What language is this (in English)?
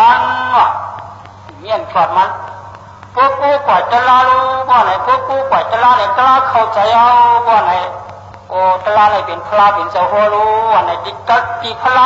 Shan